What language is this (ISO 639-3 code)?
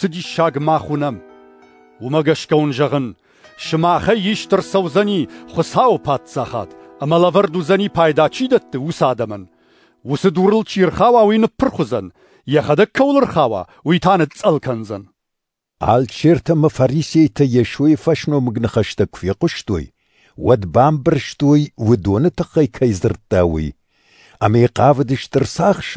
oss